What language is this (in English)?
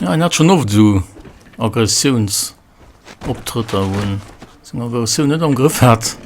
Luxembourgish